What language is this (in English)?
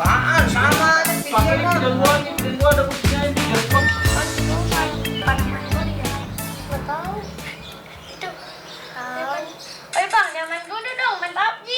Betawi